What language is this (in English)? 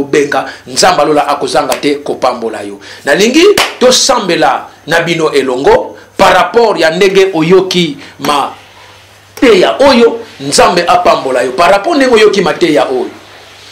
Lingala